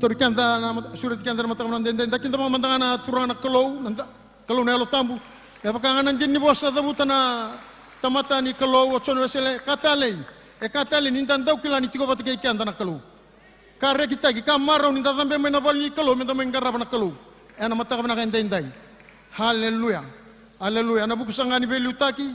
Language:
Fijian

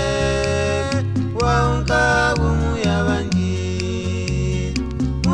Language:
Swahili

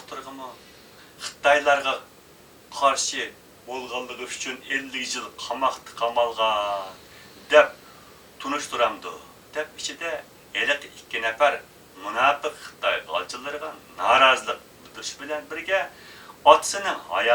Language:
Uyghur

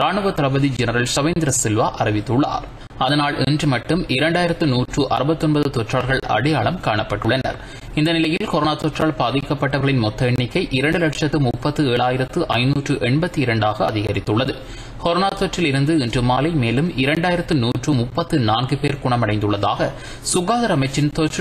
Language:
Tamil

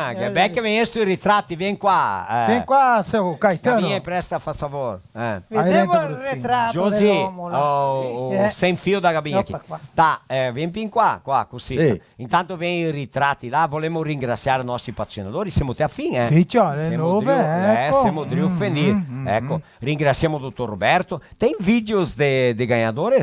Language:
Venetian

